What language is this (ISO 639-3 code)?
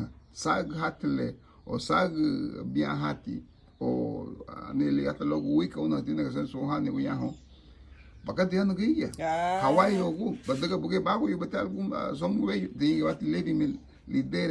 cab